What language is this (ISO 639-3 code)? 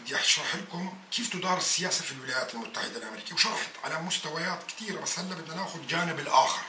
apc